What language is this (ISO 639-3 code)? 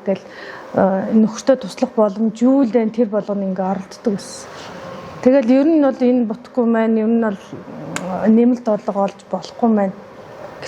mon